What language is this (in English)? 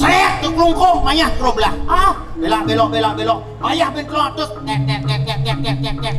Balinese